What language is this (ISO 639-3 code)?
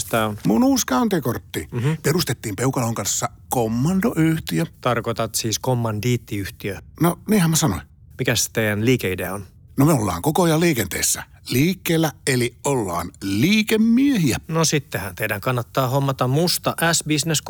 fin